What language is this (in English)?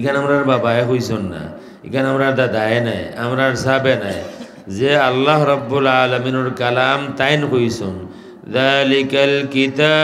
Sylheti